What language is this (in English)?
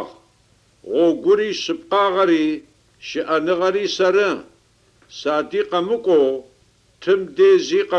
Adyghe